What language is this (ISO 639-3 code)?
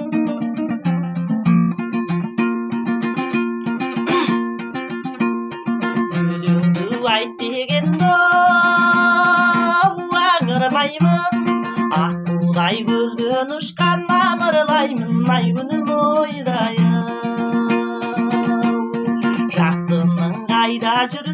kaz